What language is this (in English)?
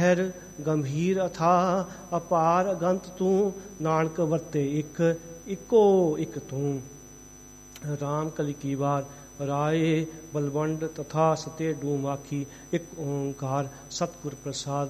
Punjabi